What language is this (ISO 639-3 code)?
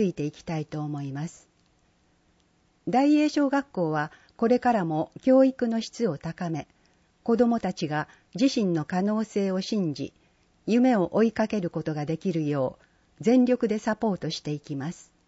jpn